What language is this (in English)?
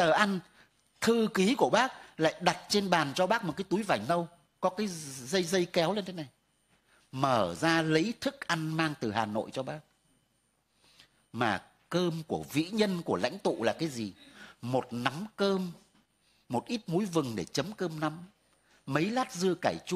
Vietnamese